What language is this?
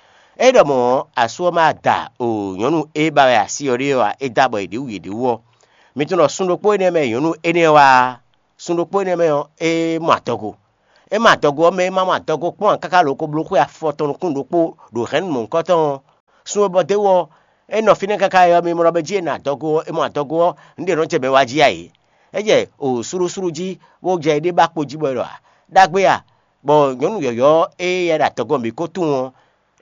Fon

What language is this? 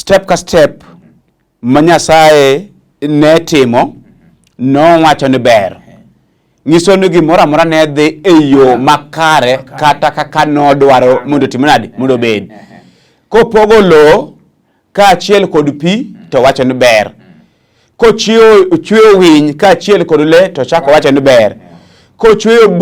Luo (Kenya and Tanzania)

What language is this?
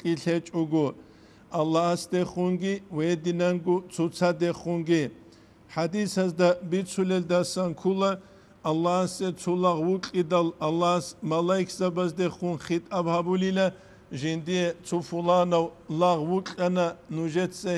Avaric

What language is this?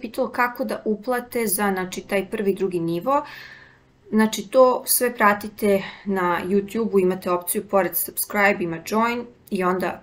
Serbian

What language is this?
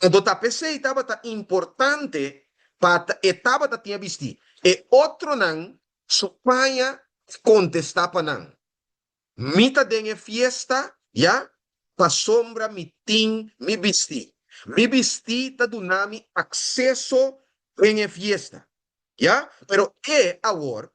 Papiamento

